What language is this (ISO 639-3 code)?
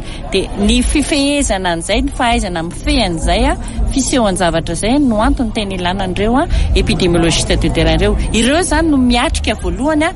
mlg